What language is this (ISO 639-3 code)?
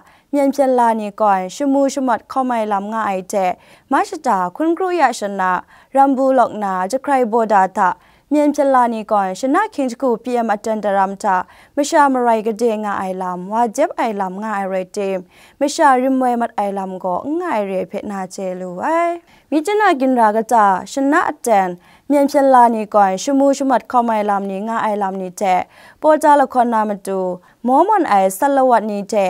kac